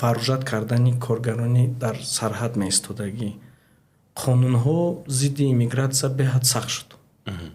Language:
Tajik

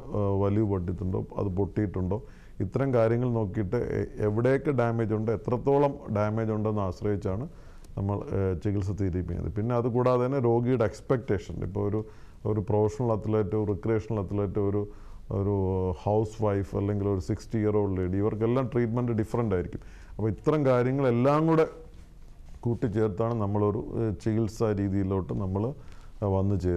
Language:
Malayalam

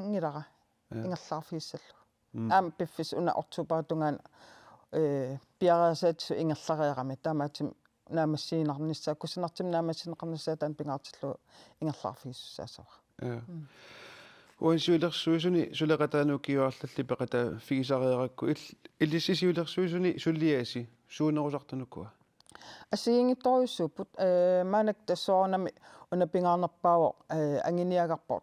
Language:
Kalaallisut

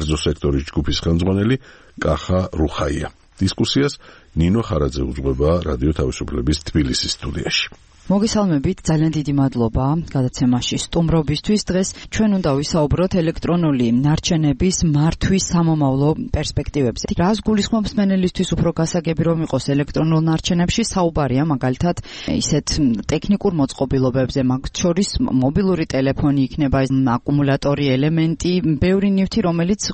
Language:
Georgian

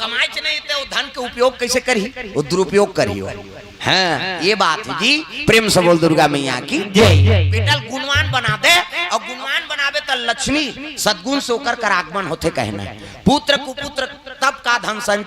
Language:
Chhattisgarhi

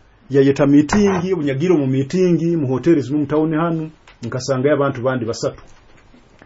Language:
Nyoro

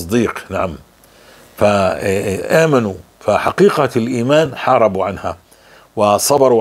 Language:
North Levantine Arabic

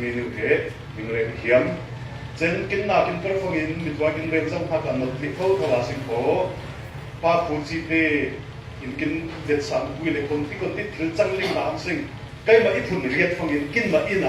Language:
Falam Chin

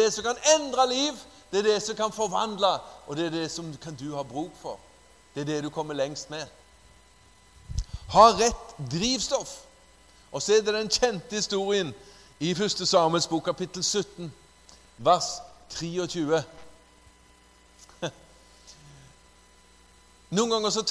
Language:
Norwegian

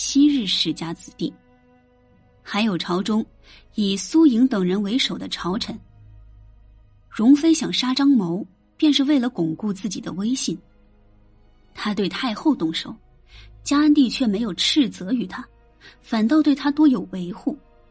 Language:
Chinese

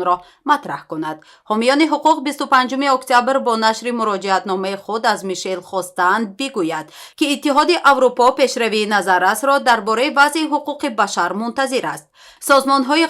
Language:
Tajik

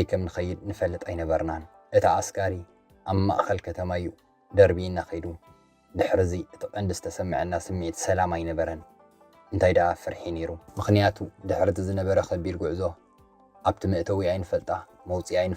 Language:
Tigrinya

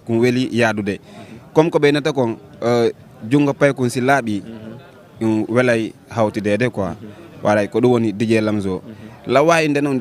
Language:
Fula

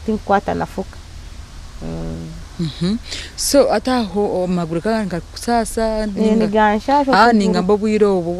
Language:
Nyankole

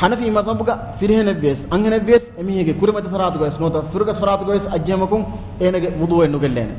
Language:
Divehi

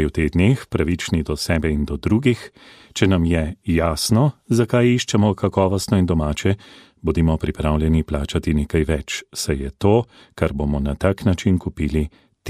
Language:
Slovenian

